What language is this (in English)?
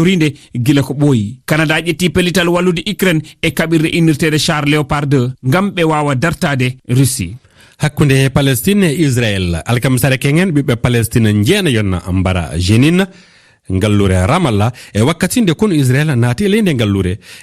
Fula